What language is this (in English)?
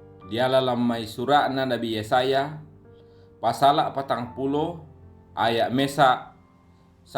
Toraja-Sa'dan